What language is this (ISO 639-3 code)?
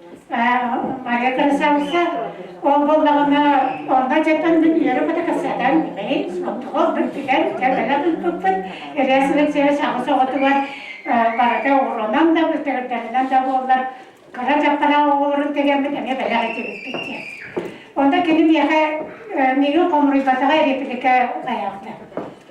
sah